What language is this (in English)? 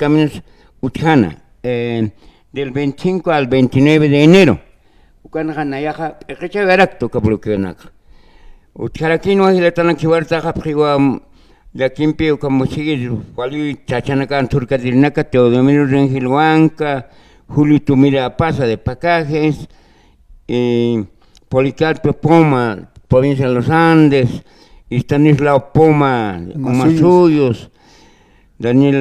Aymara